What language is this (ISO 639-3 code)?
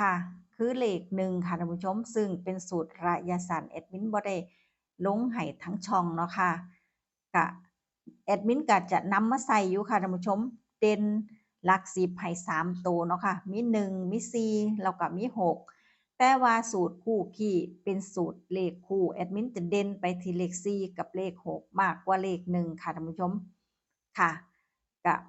tts